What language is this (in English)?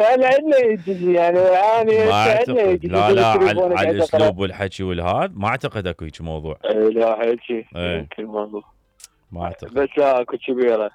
Mesopotamian Arabic